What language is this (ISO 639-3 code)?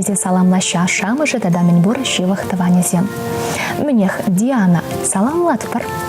chv